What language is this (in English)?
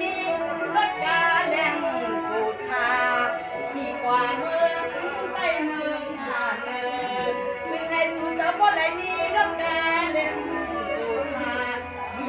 Shan